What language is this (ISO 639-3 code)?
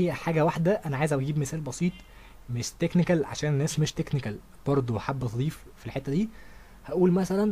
arz